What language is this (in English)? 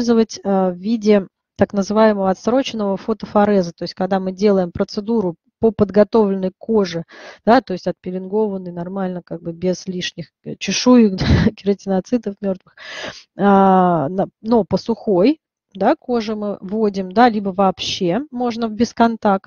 Russian